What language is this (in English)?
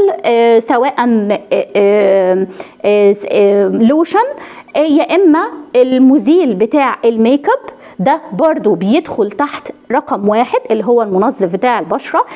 Egyptian Arabic